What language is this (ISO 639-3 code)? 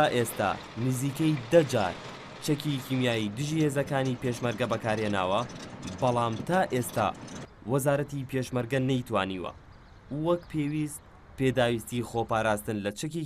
ckb